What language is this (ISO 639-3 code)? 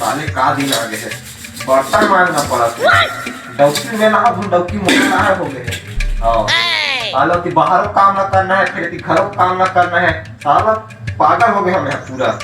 hne